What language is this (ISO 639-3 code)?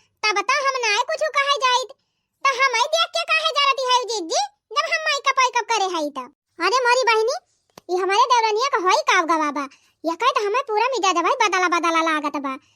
awa